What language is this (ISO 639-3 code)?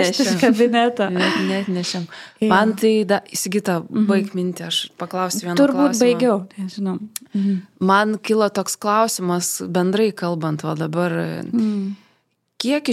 lit